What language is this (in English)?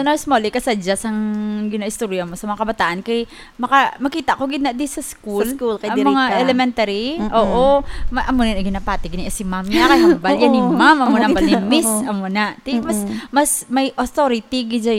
Hiligaynon